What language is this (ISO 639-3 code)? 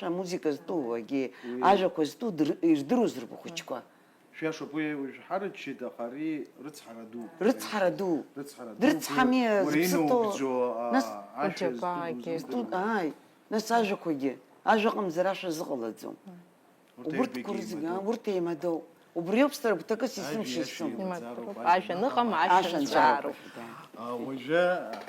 abk